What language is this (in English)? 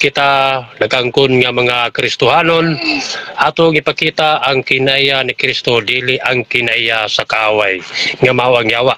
Cebuano